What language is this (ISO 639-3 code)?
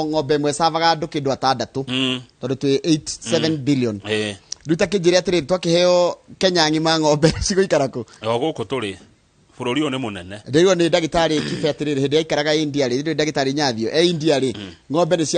kik